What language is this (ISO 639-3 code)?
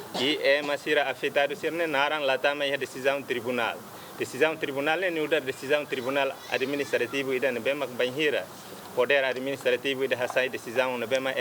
tet